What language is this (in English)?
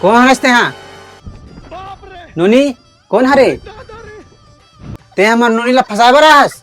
Chhattisgarhi